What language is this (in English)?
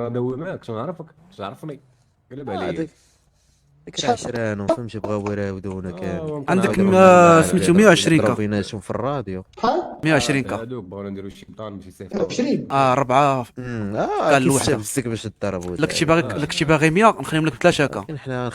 Moroccan Arabic